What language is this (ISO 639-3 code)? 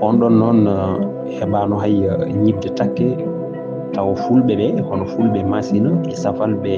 ful